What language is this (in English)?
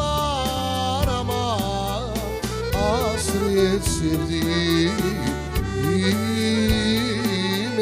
Crimean Tatar